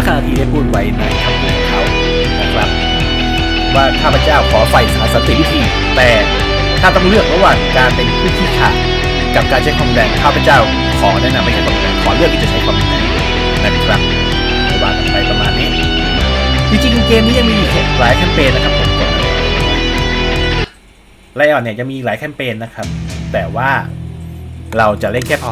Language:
Thai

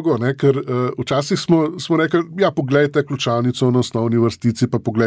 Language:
Slovenian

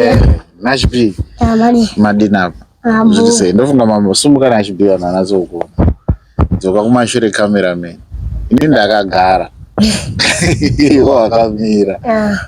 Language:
Shona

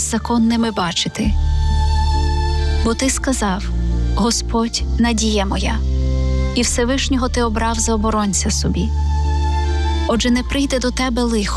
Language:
Ukrainian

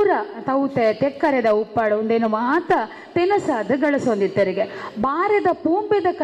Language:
Tulu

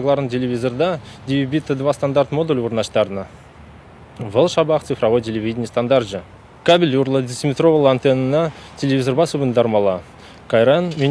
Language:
Chuvash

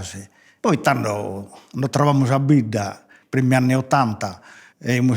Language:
Sardinian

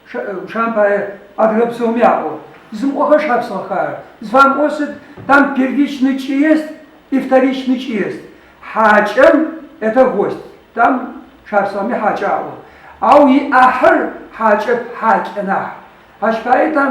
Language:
Adyghe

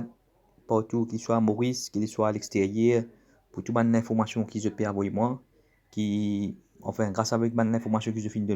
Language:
Morisyen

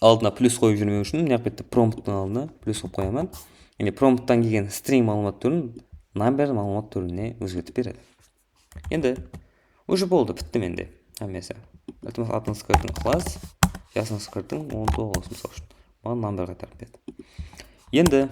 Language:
Kara-Kalpak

